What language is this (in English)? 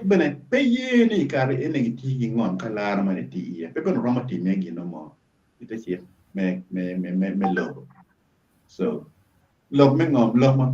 Acoli